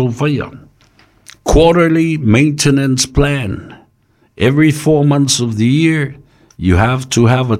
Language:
Samoan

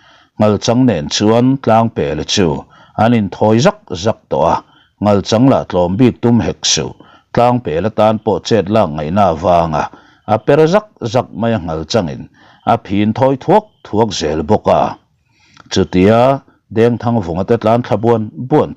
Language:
Mizo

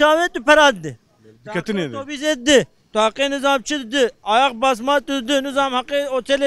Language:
Kurdish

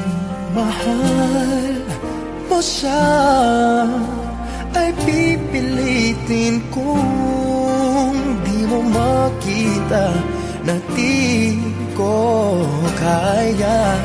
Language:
Filipino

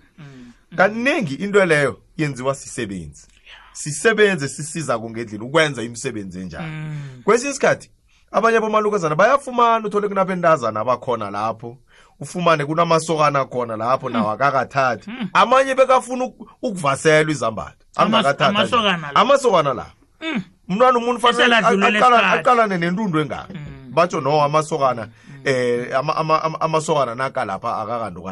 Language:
South Ndebele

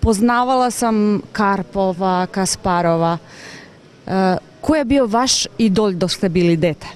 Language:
Macedonian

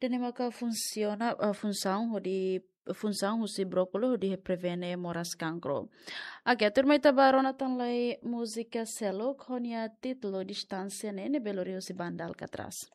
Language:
Tetum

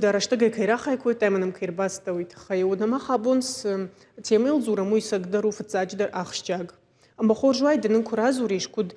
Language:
Ossetic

